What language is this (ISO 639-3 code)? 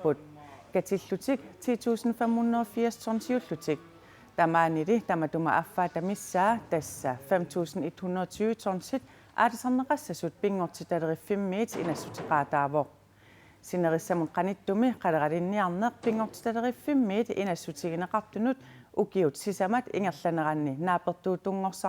kal